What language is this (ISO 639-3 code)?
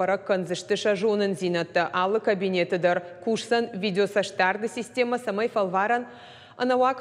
oss